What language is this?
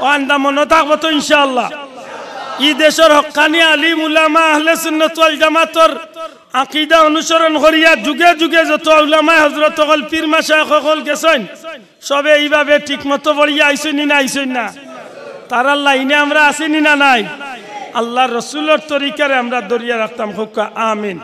Sylheti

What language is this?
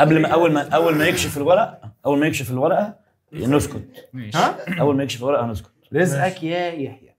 Egyptian Arabic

